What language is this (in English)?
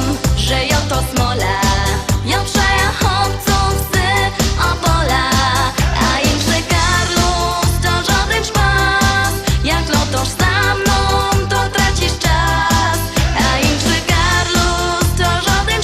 Silesian